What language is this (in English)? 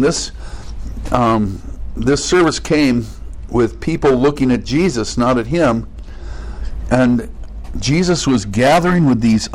English